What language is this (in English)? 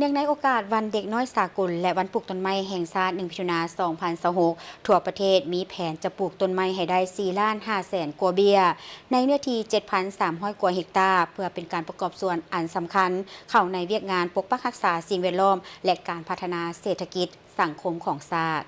Lao